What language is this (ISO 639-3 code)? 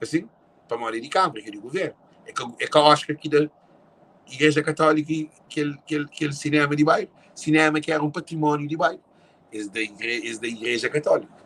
kea